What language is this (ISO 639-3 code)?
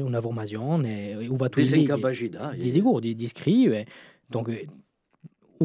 cos